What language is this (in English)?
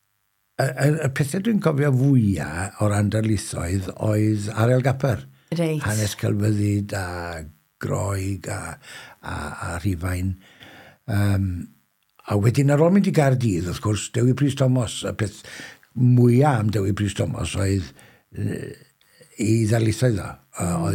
Welsh